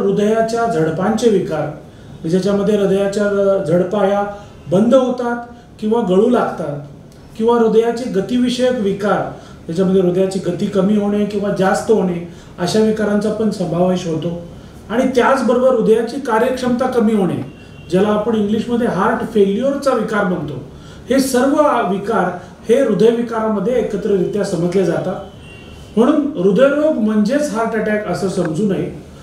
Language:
Marathi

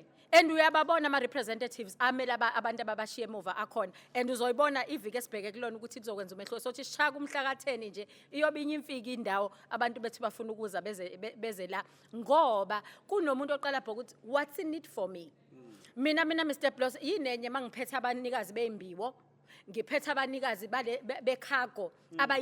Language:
Zulu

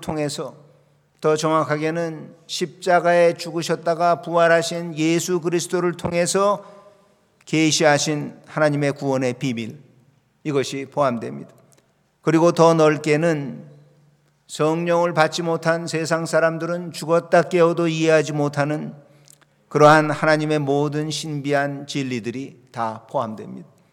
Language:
Korean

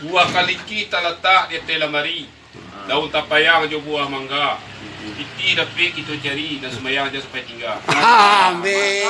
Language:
Minangkabau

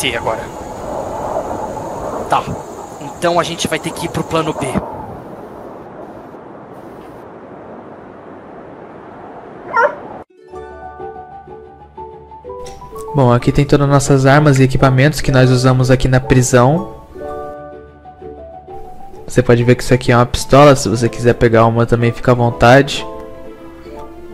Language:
Portuguese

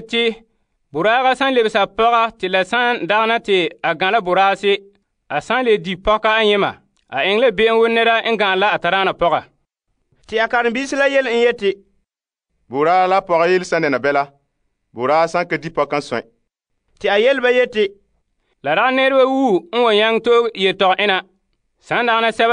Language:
Frafra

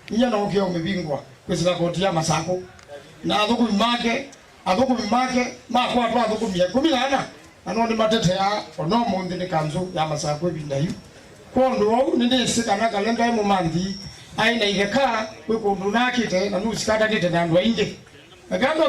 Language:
Kamba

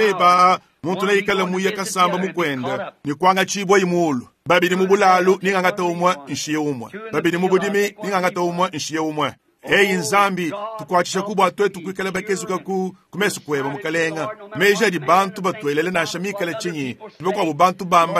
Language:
Luba-Lulua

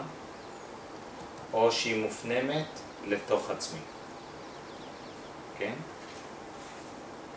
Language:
Hebrew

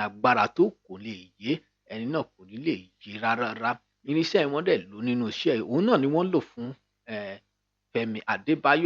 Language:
Yoruba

